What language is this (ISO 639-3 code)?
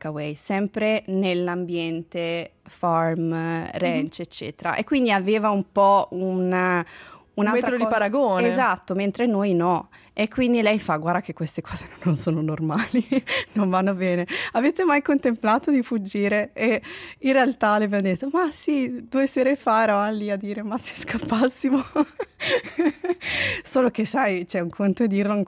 ita